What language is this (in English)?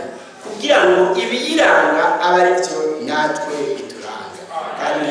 Rundi